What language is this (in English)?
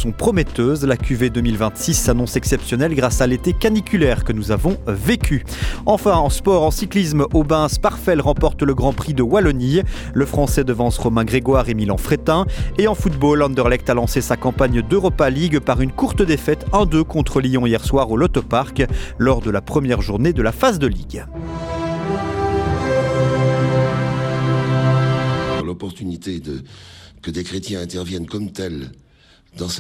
French